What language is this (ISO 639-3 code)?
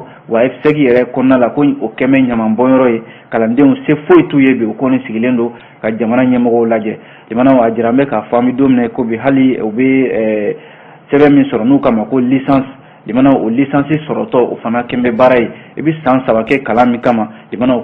bam